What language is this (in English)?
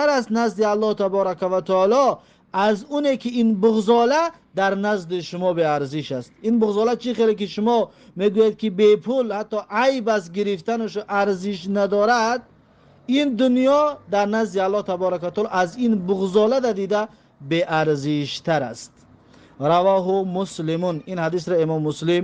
Tajik